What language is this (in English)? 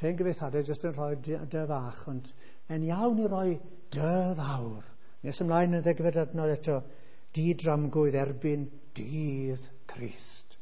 Welsh